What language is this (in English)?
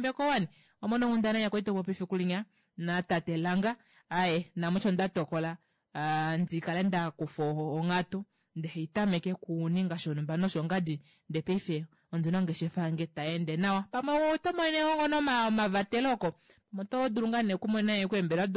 Kuanyama